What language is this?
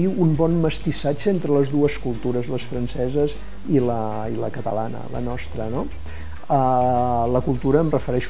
Catalan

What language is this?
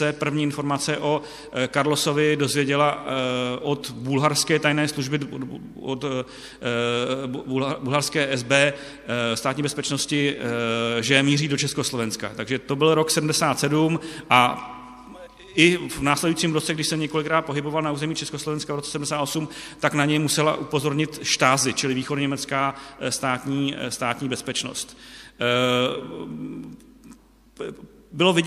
Czech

